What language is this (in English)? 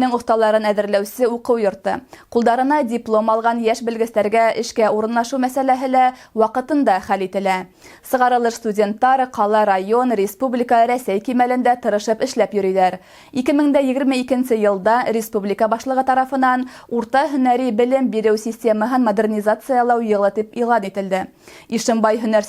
Bashkir